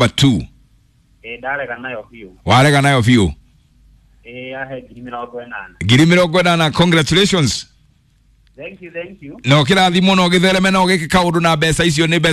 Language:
Kikuyu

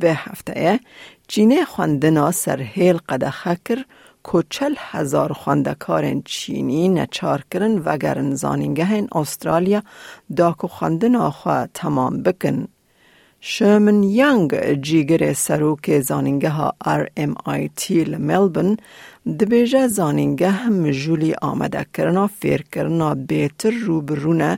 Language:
Kurdish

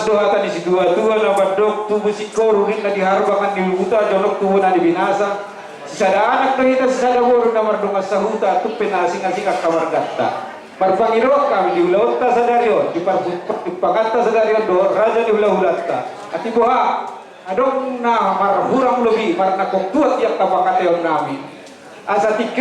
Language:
Batak Toba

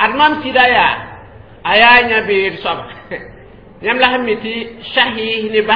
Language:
Mossi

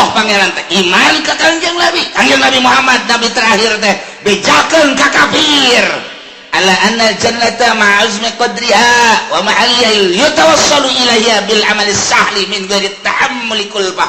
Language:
Sundanese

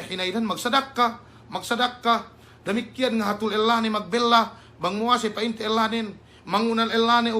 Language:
Yakan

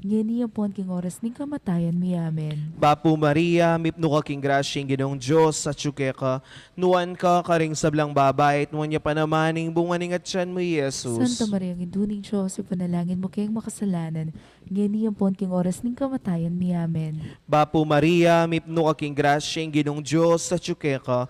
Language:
Pampanga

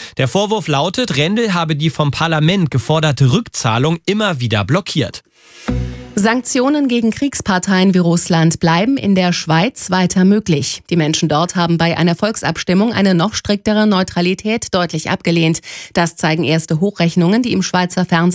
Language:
German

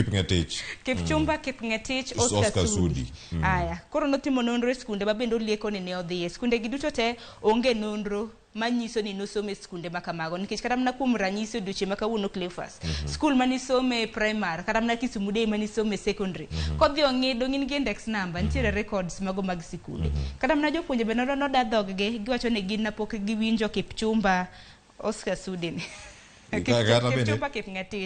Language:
Luo (Kenya and Tanzania)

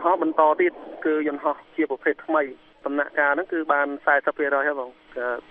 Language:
Khmer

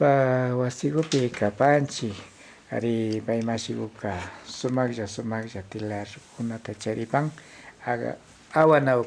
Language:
Imbabura Highland Quichua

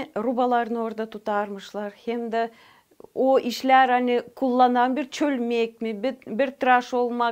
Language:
Gagauz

